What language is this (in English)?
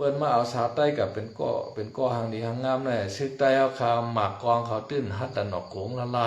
Shan